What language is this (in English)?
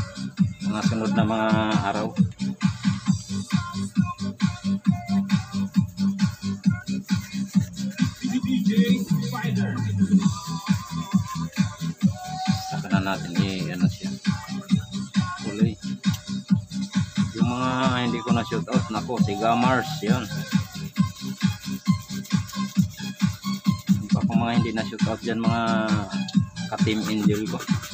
Filipino